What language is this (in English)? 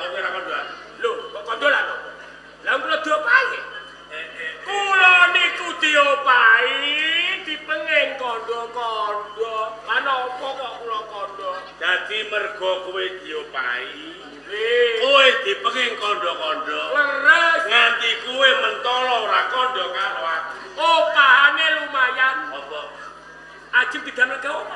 Javanese